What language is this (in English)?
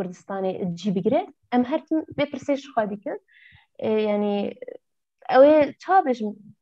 Kurdish